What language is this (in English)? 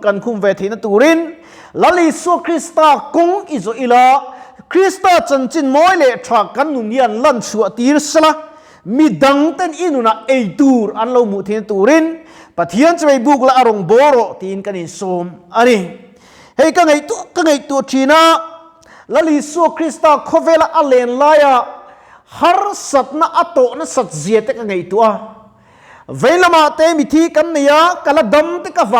Mizo